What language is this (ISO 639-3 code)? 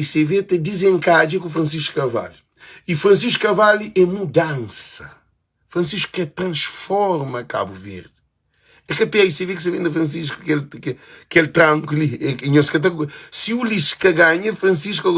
kea